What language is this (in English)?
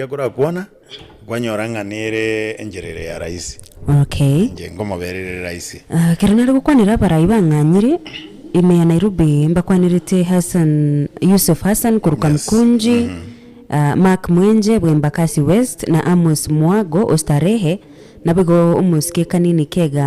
Gusii